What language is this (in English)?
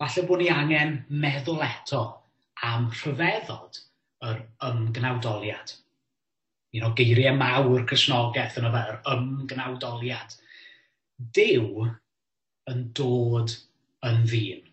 Welsh